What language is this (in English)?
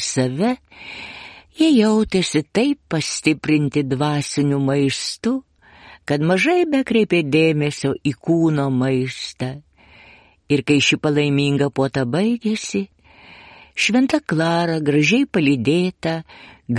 Lithuanian